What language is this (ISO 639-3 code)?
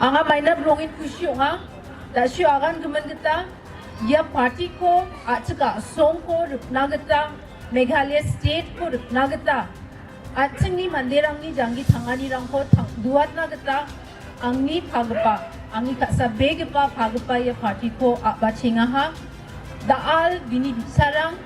grt